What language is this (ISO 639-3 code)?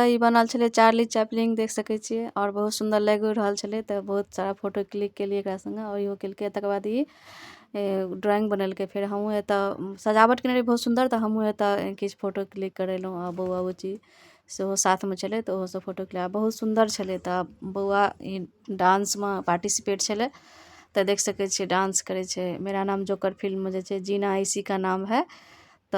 mai